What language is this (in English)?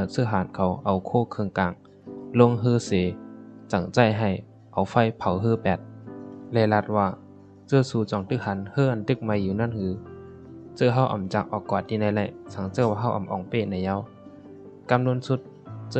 Shan